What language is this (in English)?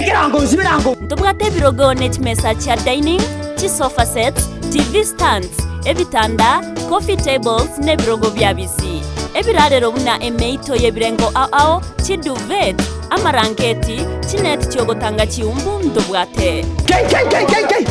Gusii